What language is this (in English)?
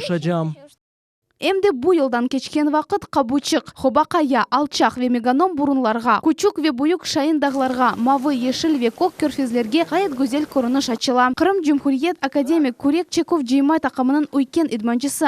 Crimean Tatar